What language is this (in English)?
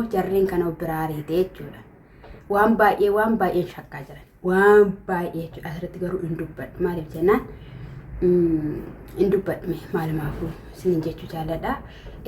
Oromo